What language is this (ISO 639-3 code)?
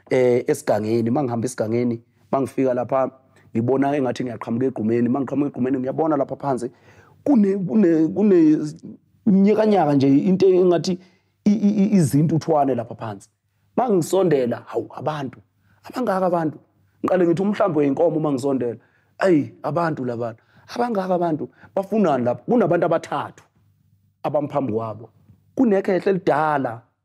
zul